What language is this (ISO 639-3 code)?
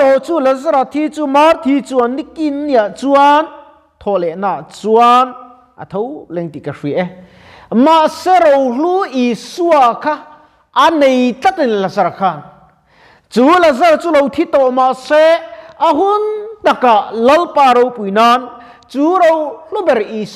lus